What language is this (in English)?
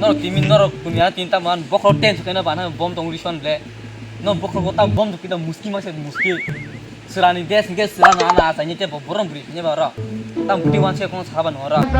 Kok Borok